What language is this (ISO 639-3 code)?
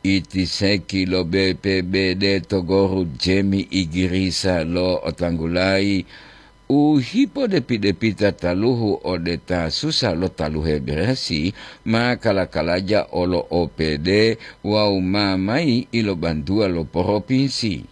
gor